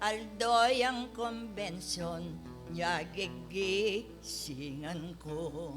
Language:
Pampanga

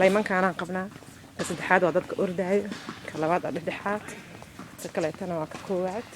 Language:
Somali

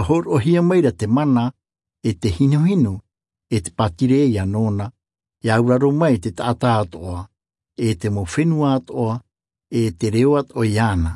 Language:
Tahitian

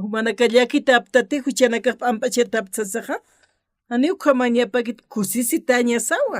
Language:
Aymara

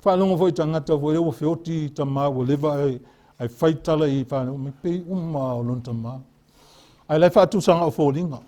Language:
Samoan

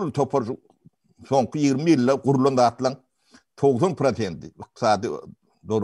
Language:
Turkmen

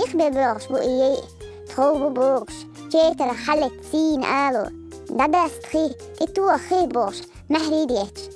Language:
Chechen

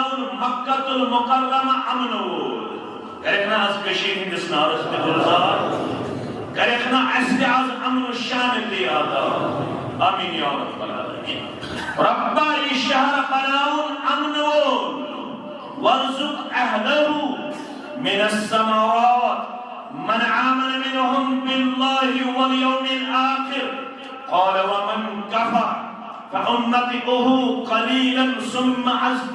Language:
Kashmiri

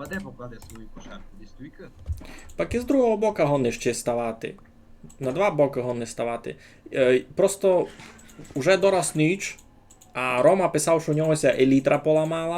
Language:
Rusyn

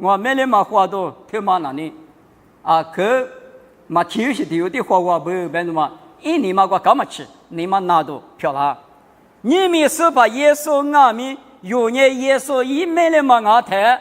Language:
Lisu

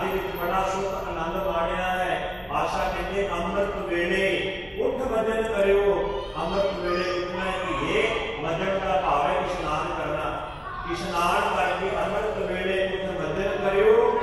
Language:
Punjabi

